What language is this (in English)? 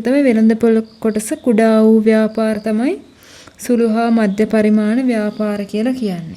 Sinhala